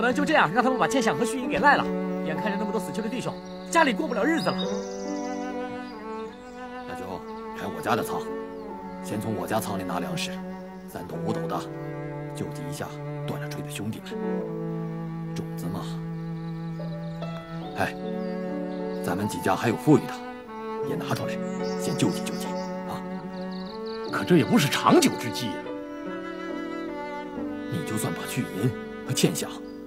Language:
Chinese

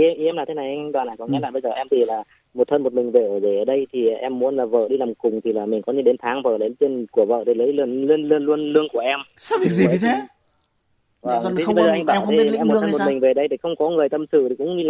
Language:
Vietnamese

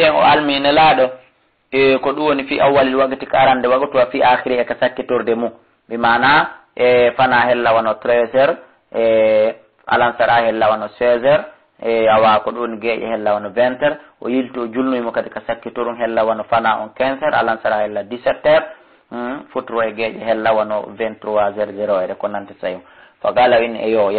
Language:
Fula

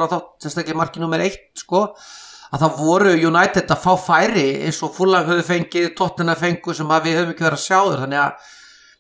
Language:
Icelandic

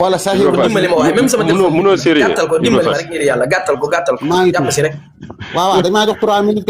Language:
Wolof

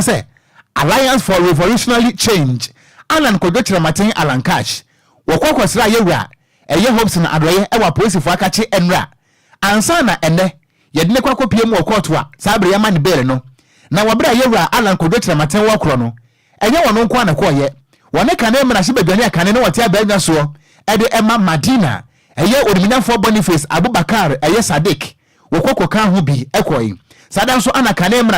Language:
Akan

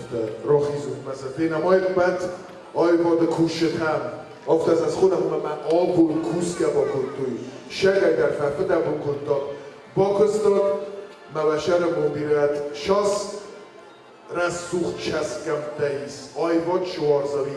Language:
Ossetic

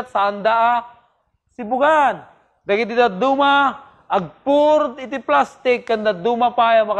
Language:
Iloko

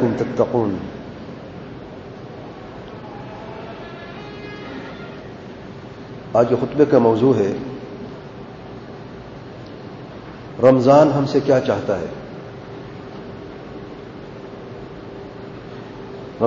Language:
Urdu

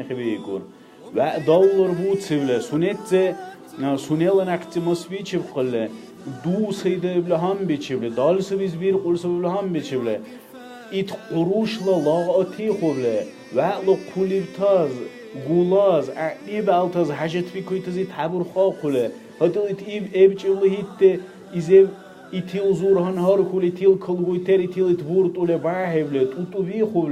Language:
Dargwa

